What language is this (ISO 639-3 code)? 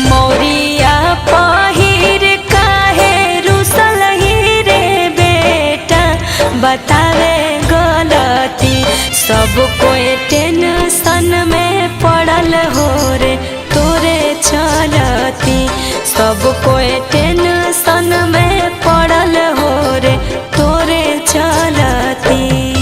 mag